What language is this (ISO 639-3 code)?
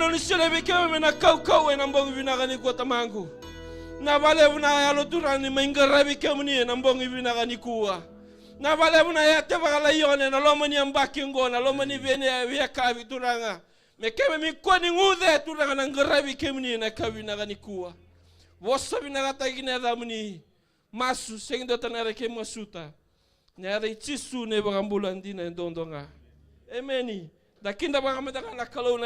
fij